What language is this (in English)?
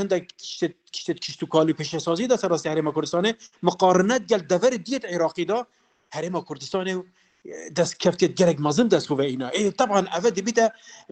Kurdish